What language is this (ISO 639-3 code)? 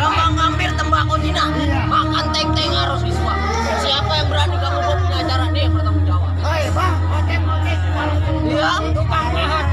bew